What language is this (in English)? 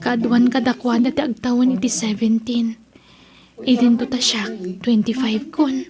Iloko